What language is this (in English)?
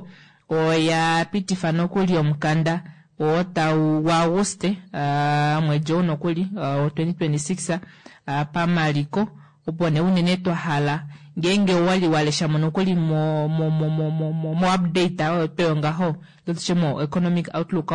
Kuanyama